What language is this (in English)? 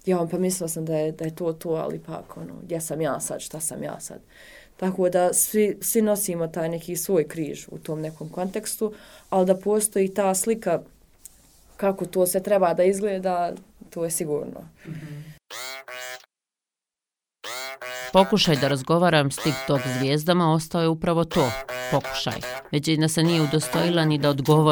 Bosnian